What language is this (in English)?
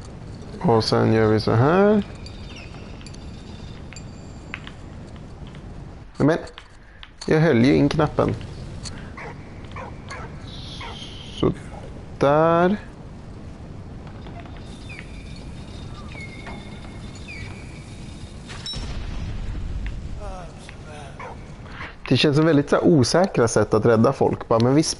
Swedish